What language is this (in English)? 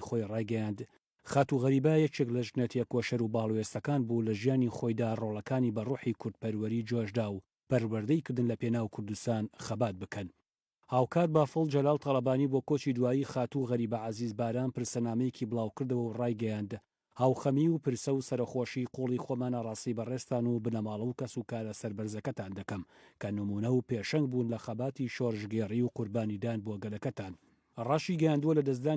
Central Kurdish